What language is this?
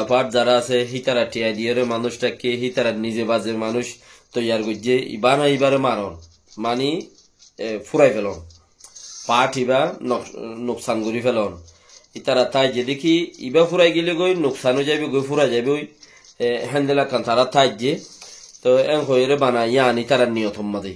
Rohingya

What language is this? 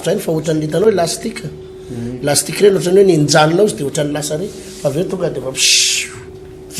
Malagasy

